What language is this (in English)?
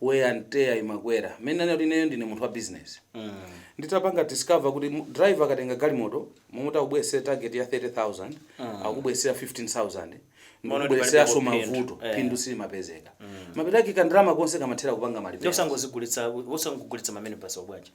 Nyanja